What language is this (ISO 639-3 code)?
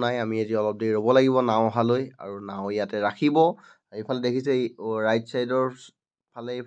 asm